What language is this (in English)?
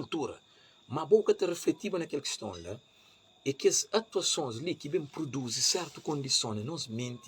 Kabuverdianu